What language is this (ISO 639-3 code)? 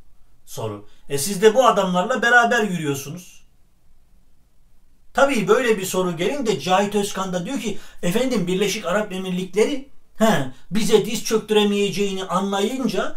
tur